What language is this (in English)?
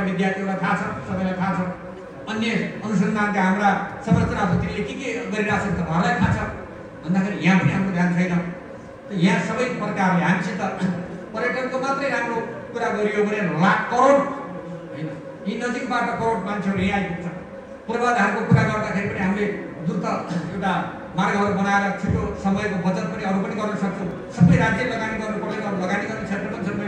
Nepali